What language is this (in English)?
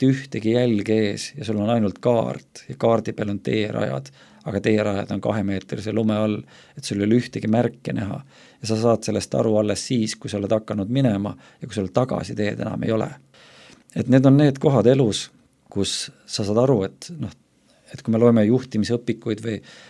Estonian